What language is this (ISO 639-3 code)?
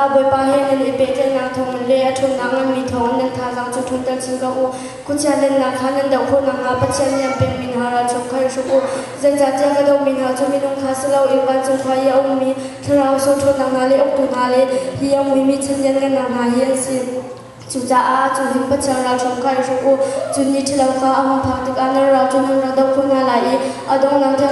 cnh